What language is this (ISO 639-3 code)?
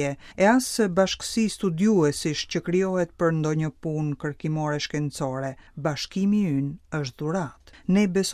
sqi